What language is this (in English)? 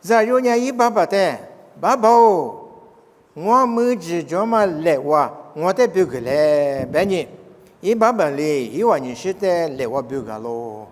Lisu